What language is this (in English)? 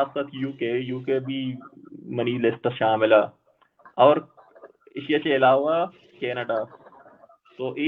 Baluchi